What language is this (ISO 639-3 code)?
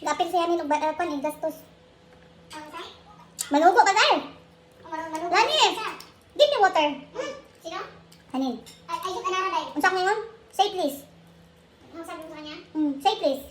ceb